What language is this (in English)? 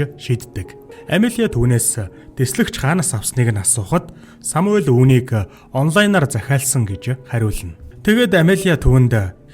Mongolian